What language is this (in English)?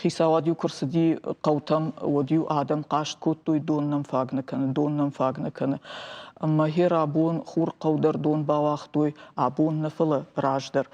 Ossetic